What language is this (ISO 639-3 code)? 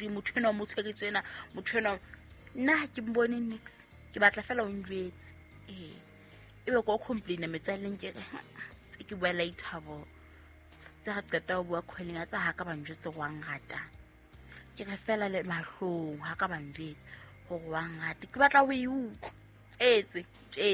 sot